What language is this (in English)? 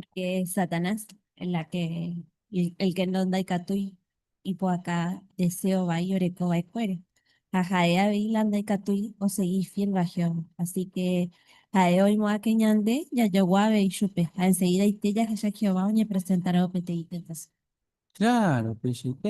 Guarani